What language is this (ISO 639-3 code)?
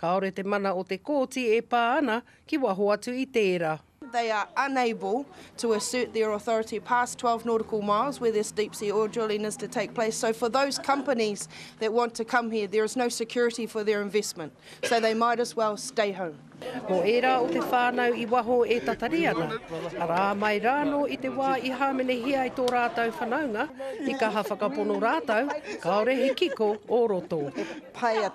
mri